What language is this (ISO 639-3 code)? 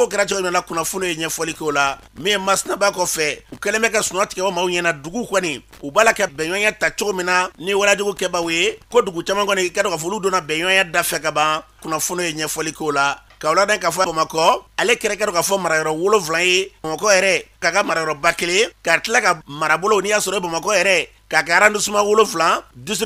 bam